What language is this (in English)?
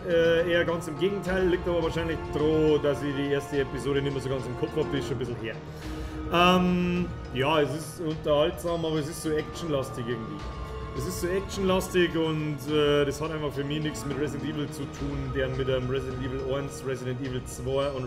Bavarian